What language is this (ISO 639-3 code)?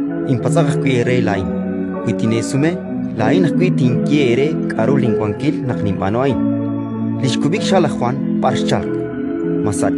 kek